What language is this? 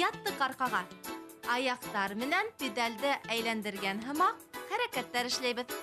Bashkir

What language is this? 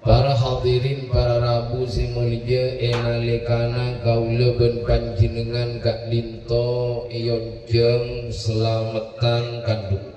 Madurese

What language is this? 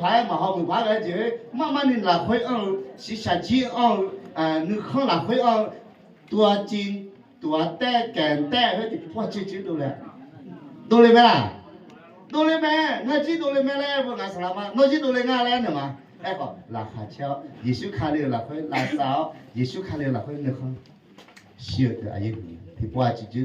Akha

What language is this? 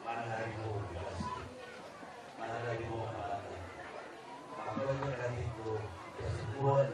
Minangkabau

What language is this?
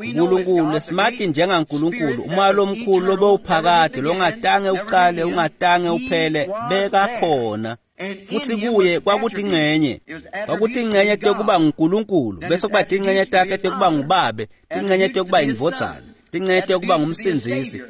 Swati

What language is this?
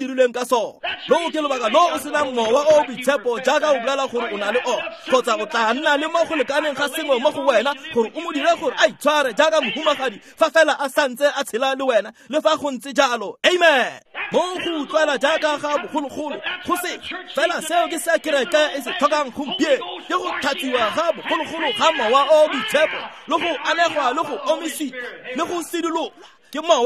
Tswana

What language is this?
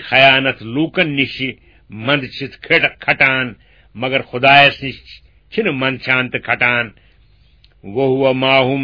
Kashmiri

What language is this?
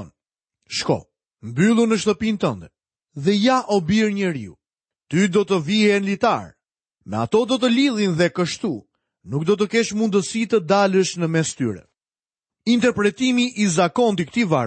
Albanian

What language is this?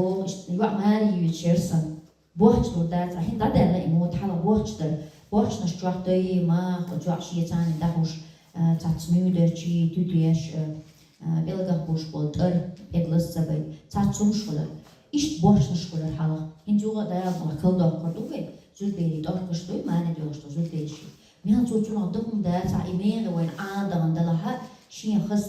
Chechen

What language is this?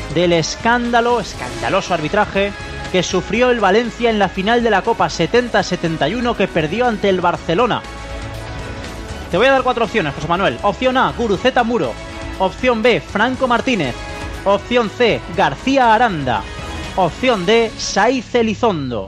Spanish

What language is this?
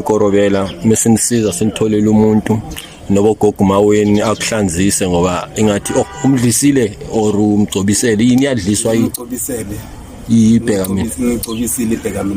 Zulu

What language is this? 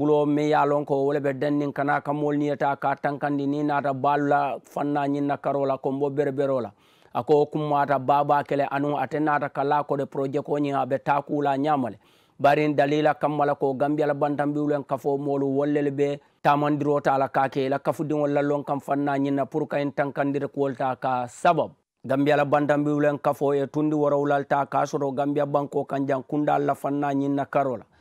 Mandingo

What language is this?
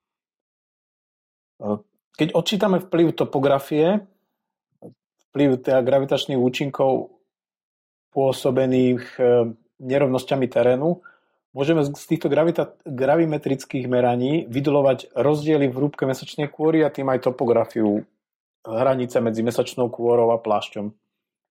Slovak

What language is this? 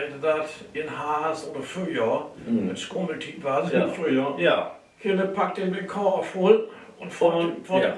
Low German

